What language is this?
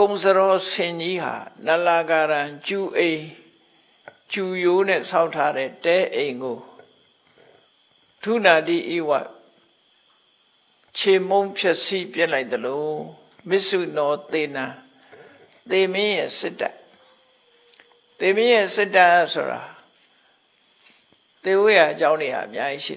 Burmese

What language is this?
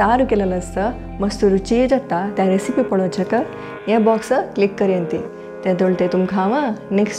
Konkani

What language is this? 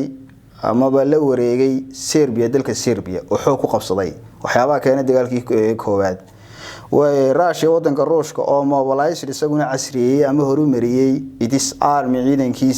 Somali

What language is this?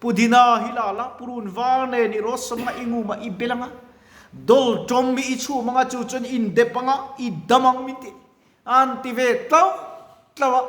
Mizo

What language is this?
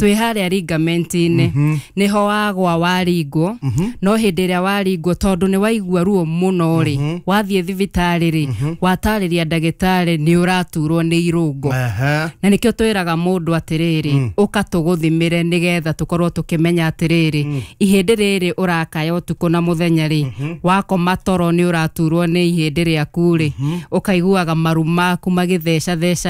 Kikuyu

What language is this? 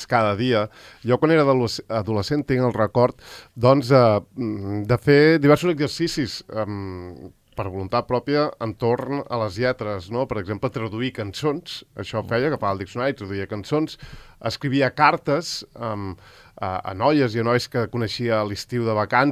Catalan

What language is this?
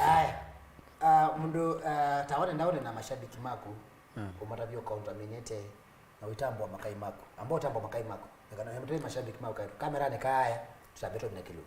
Kamba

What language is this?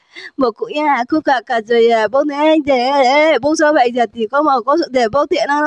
Riang (India)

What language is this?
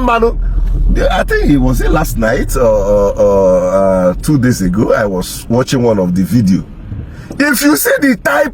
Igbo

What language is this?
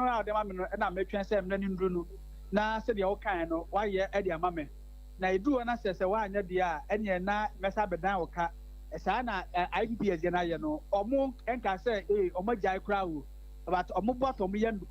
Akan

